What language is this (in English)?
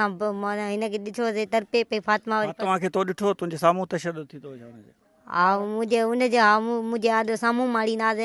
Sindhi